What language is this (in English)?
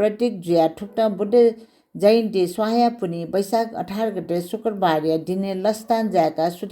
Newari